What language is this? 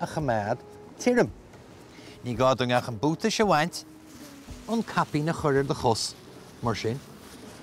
Irish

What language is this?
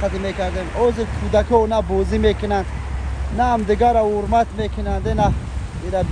Tajik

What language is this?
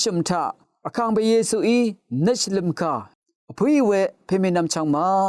Rawang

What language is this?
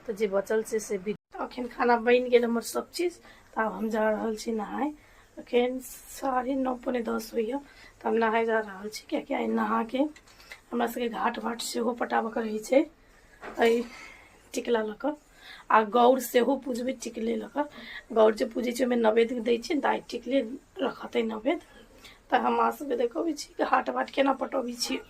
Maithili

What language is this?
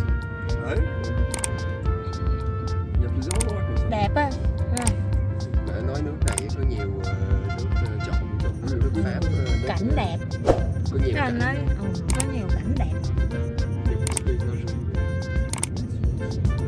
Vietnamese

